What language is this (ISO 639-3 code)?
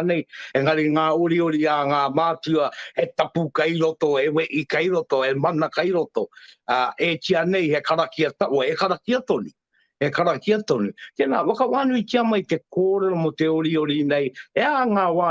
mri